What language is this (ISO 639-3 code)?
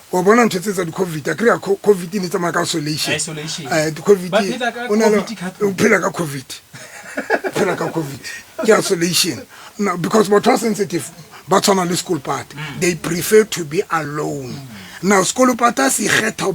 sot